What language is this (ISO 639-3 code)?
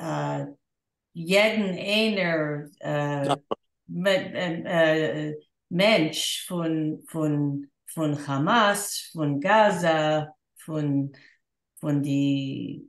yid